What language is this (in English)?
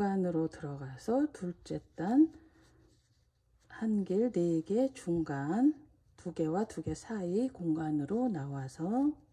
Korean